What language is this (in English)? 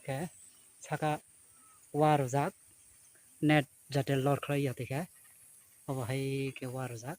Kok Borok